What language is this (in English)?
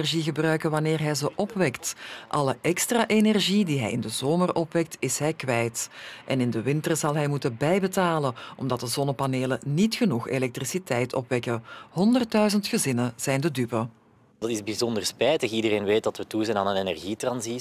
Dutch